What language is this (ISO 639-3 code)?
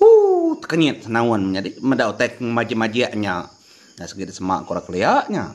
iba